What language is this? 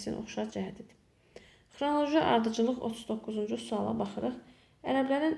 Azerbaijani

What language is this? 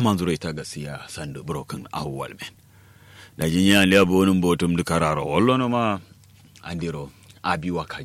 Kanuri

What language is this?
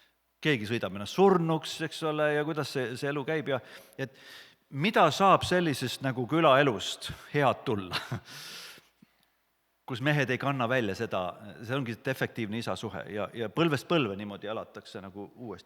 Estonian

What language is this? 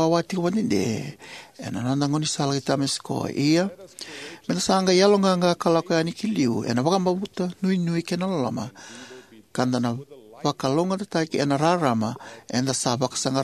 Fijian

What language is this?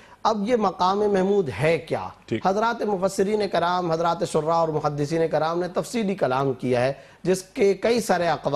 Urdu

